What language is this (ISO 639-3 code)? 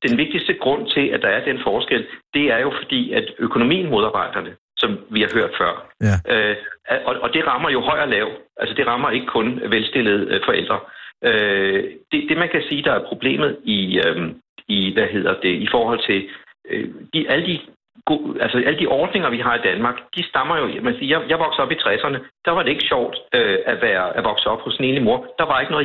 dan